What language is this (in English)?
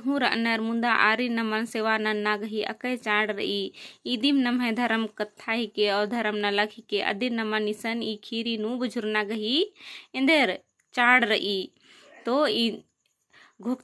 Kurukh